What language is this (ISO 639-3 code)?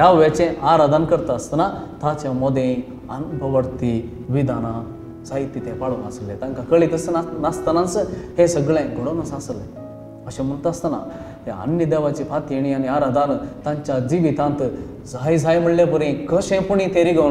kok